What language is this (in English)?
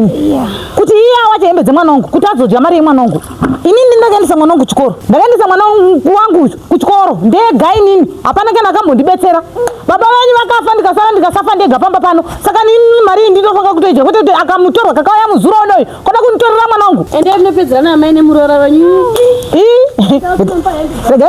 Shona